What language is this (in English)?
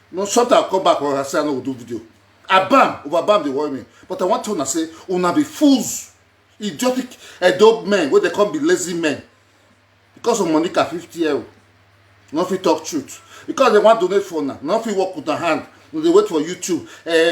Nigerian Pidgin